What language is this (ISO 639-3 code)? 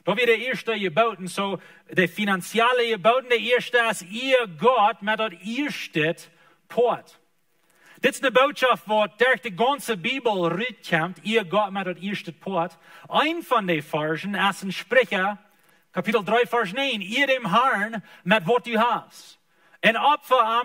pdt